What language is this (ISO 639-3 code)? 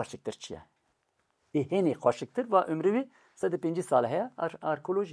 kur